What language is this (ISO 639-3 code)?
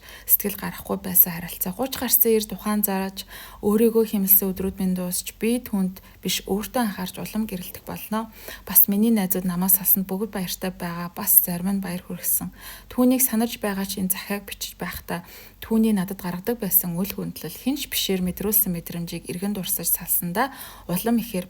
mon